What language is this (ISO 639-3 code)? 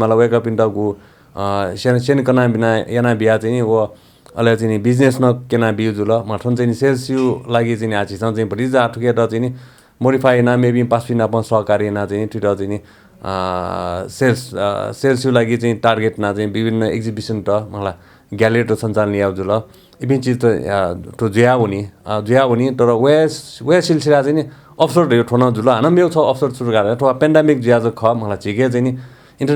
new